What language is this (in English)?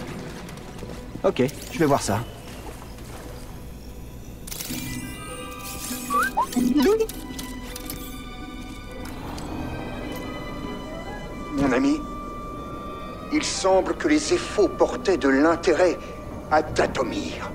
French